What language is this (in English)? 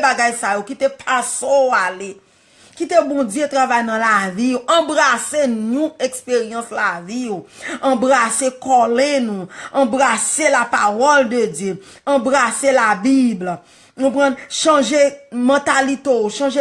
Haitian Creole